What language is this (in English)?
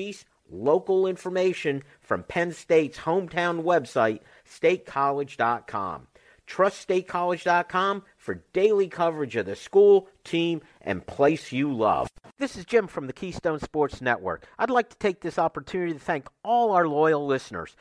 English